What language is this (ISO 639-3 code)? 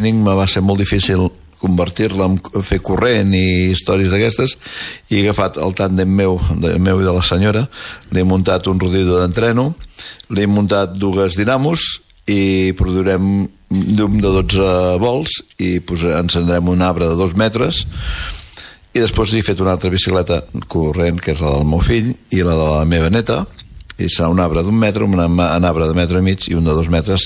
cat